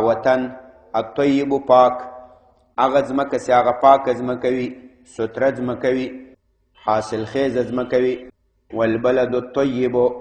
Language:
Pashto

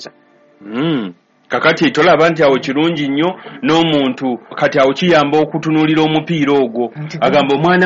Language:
Ganda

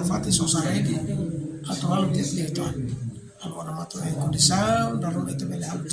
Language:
Tetum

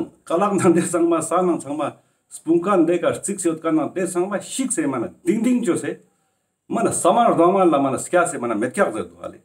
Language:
Ladakhi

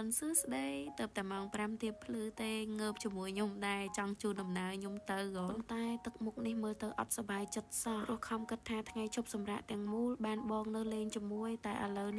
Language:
Khmer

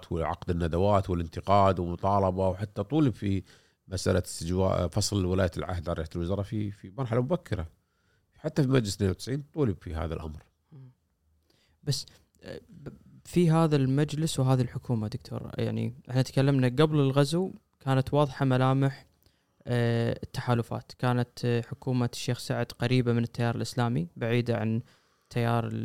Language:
Gulf Arabic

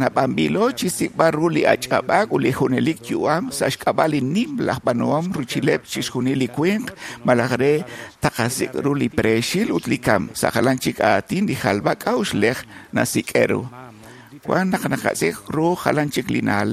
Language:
Kekchí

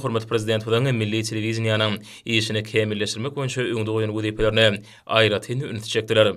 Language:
Turkmen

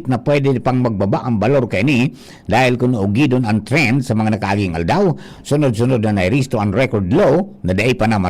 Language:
Bikol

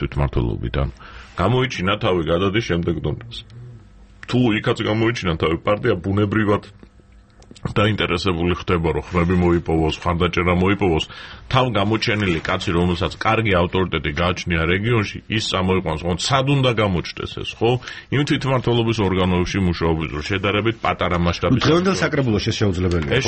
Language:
Georgian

